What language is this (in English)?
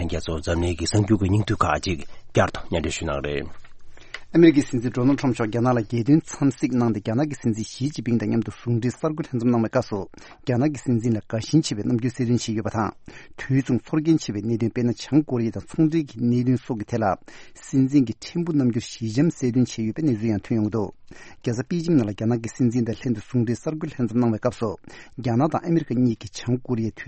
Tibetan